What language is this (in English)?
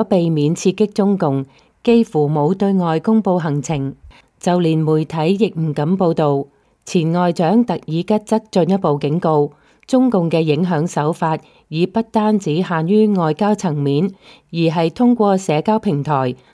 Cantonese